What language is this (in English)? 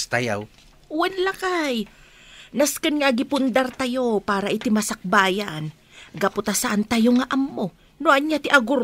Iloko